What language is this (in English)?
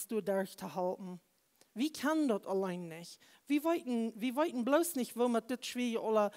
Plautdietsch